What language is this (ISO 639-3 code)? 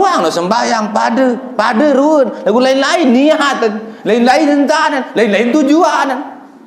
sas